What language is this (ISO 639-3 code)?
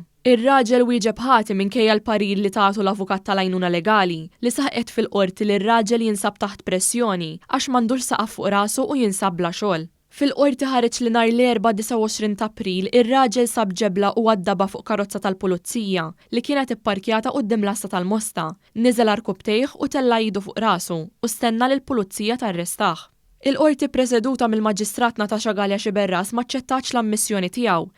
mlt